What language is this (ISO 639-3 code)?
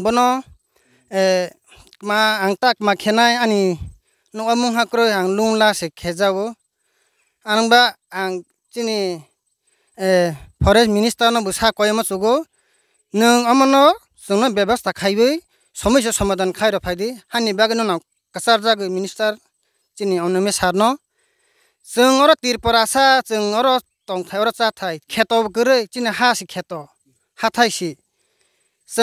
ria